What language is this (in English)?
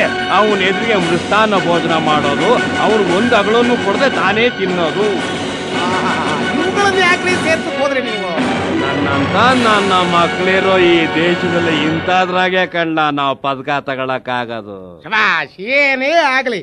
Kannada